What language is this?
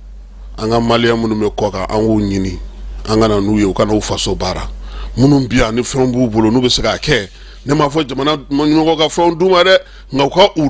Bambara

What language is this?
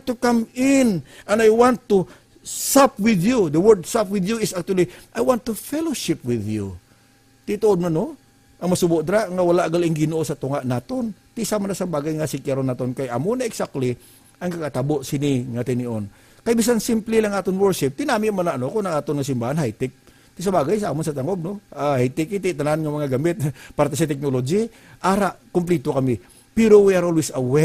Hiligaynon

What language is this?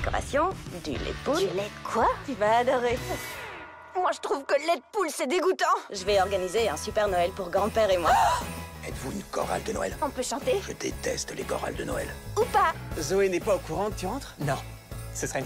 French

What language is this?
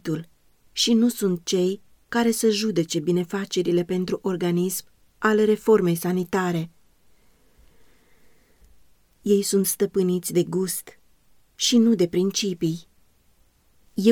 Romanian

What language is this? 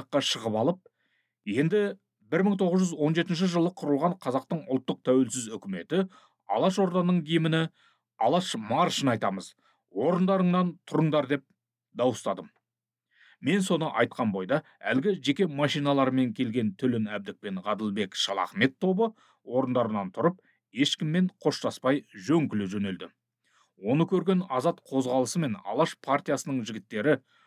Kazakh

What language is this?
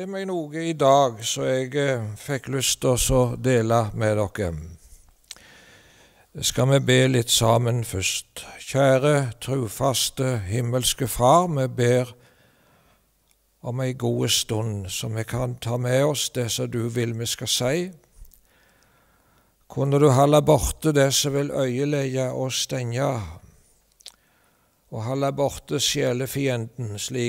Norwegian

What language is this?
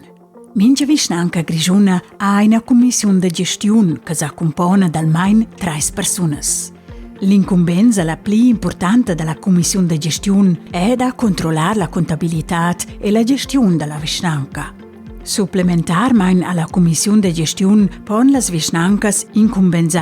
Romansh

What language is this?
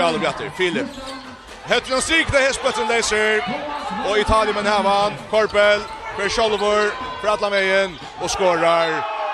Faroese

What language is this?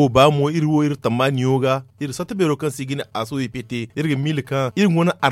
Zarma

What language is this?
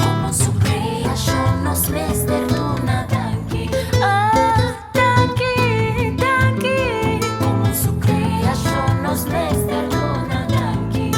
Papiamento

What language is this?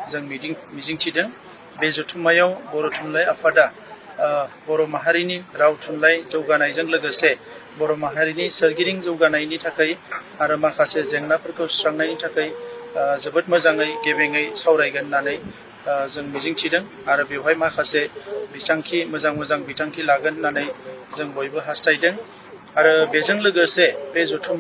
Bodo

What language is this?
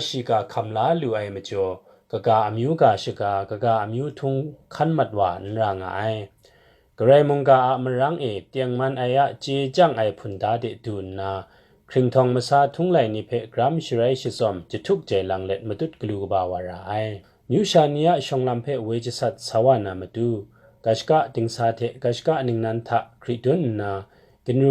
Kachin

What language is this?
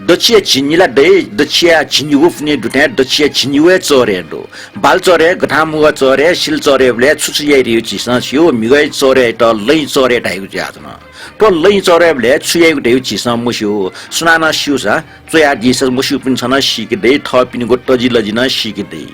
Newari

